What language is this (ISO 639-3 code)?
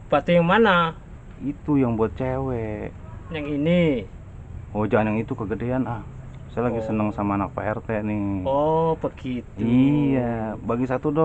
bew